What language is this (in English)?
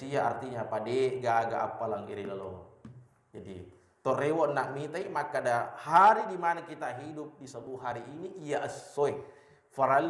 Buginese